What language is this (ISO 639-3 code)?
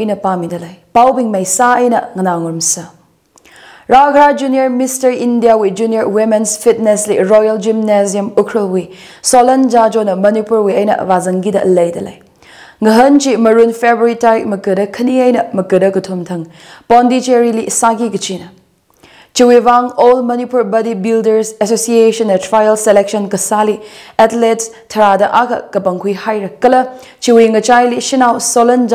nmf